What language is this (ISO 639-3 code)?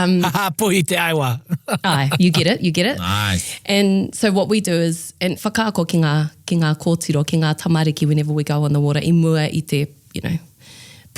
mri